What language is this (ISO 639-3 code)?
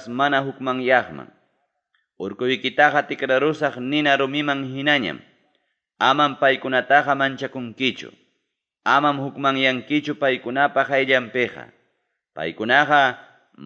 quy